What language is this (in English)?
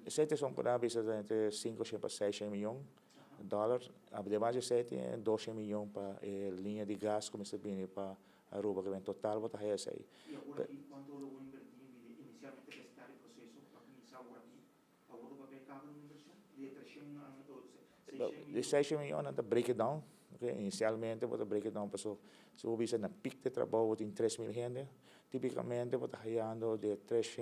Papiamento